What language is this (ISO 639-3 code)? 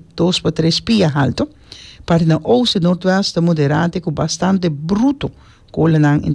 pap